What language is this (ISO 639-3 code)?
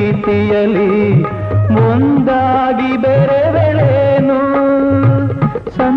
kan